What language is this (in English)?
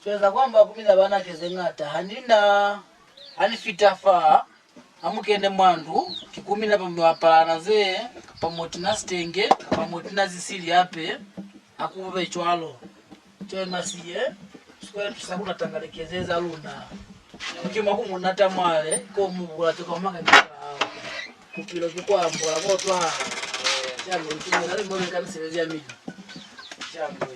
Lozi